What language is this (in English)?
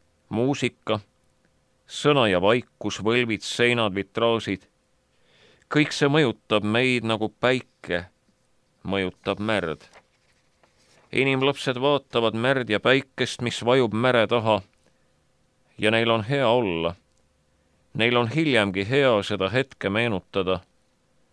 Estonian